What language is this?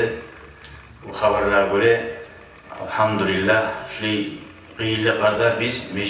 Kumyk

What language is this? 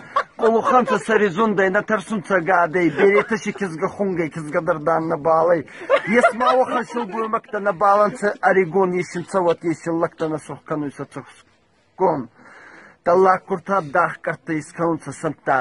Ossetic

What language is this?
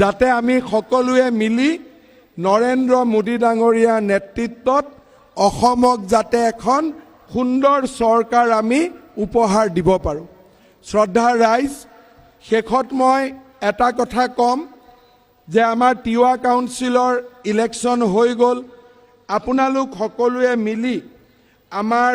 Assamese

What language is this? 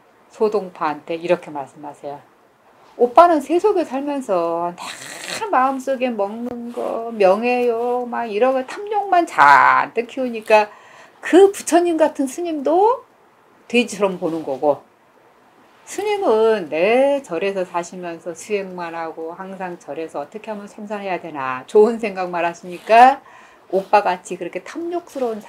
Korean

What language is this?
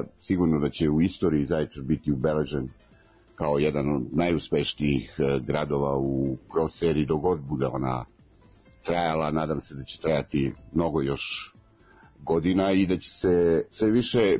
Serbian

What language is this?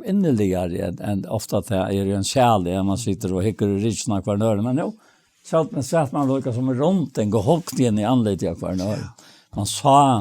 Faroese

